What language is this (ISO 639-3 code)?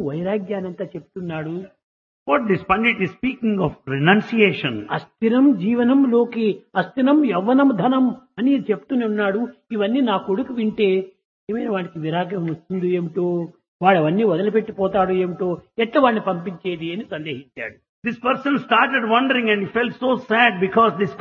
tel